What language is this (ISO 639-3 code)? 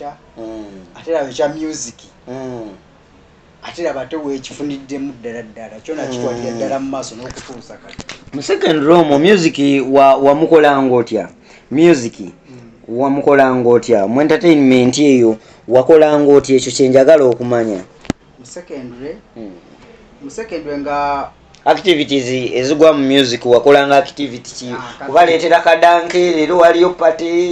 lug